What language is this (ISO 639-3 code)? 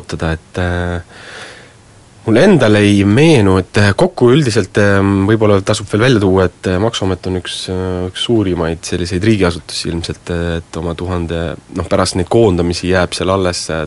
est